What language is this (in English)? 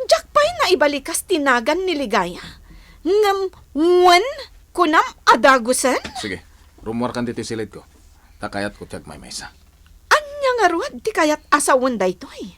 Iloko